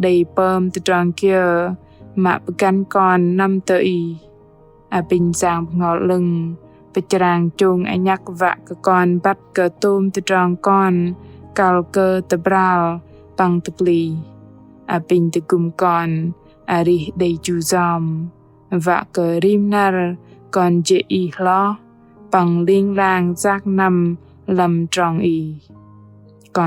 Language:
Bahnar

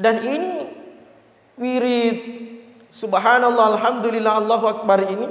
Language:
Buginese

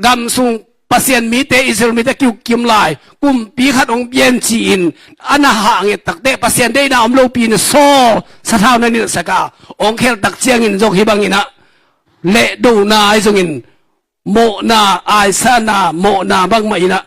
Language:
Tedim Chin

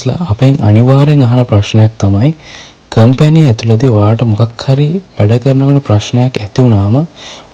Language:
Sinhala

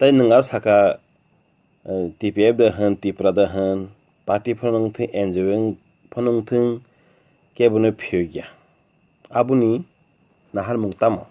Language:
Kok Borok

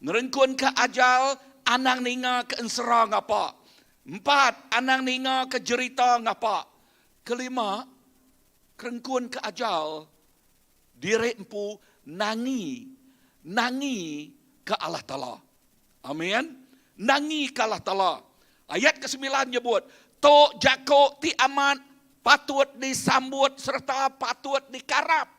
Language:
Iban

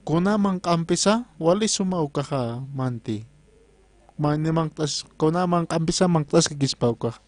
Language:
Aymara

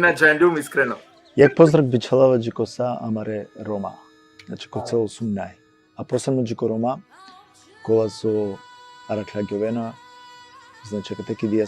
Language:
Balkan Romani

